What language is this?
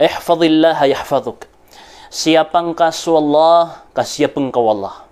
Maranao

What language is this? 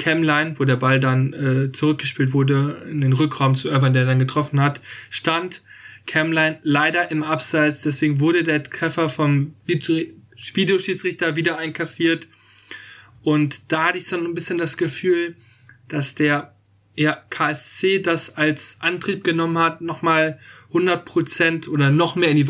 German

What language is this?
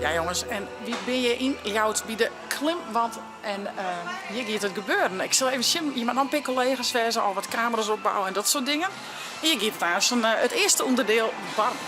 Western Frisian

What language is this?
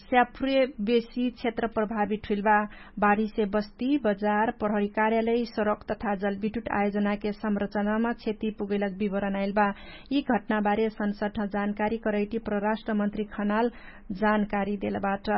Dangaura Tharu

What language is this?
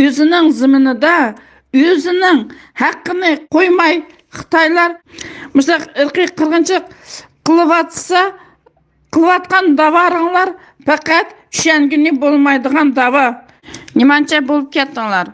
Uyghur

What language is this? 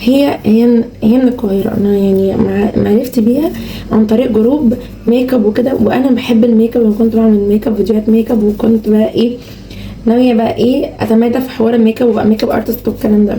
Egyptian Arabic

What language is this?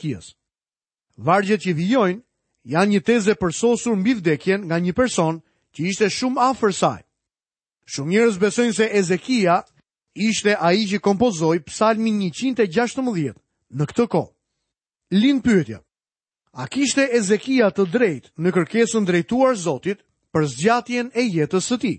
Albanian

